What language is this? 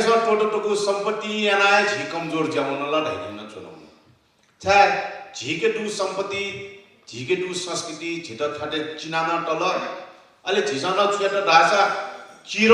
Newari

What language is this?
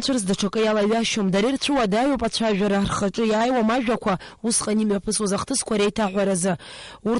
Abkhazian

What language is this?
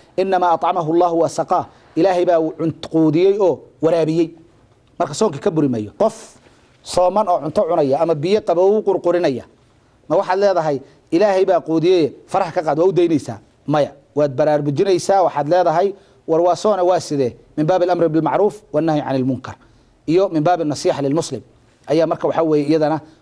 Somali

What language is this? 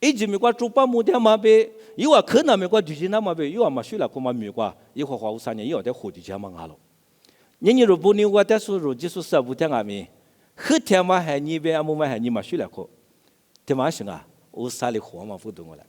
Lisu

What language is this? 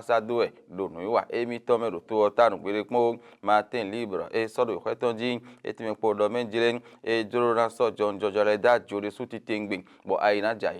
Fon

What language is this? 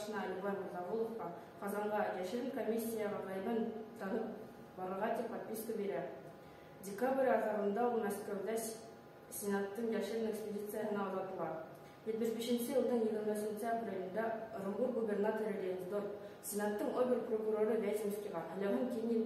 Bashkir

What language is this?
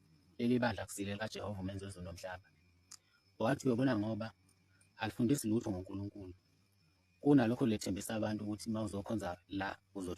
Zulu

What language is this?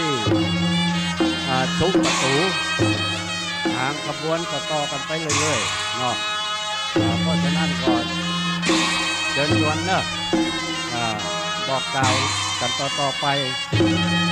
Thai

